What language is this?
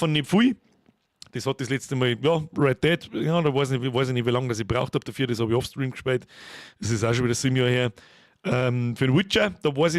Bavarian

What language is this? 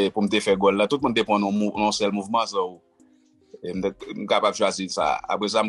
Haitian Creole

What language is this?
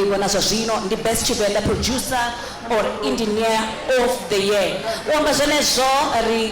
Venda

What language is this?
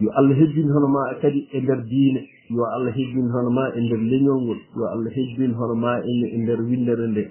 Fula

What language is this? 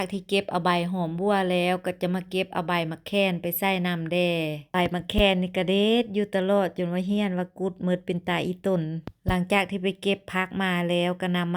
Lao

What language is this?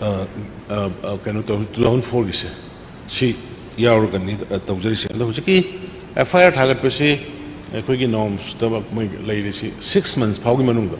Manipuri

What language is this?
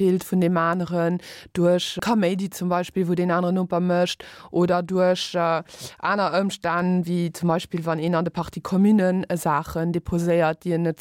Luxembourgish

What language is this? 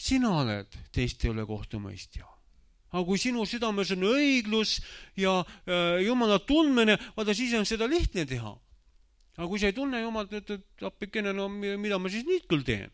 Estonian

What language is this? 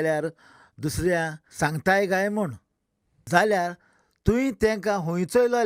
Konkani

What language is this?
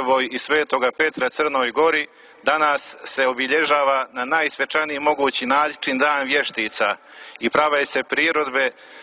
Serbian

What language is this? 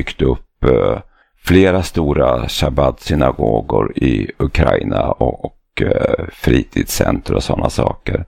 Swedish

